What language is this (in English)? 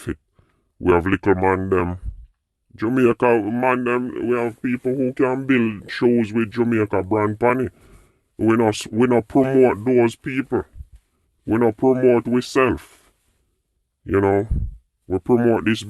Jamaican Creole English